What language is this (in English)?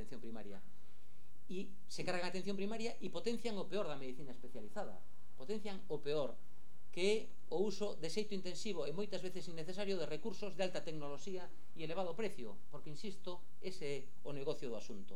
Galician